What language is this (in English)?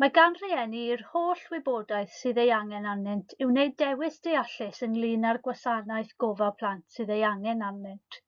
Welsh